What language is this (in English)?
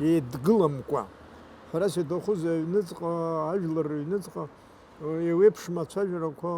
Abkhazian